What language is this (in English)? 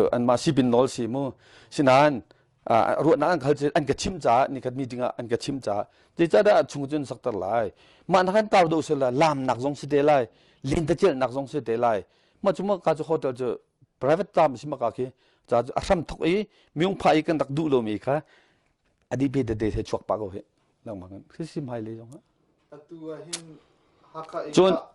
Hakha Chin